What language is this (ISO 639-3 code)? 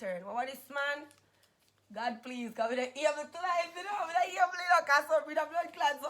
jam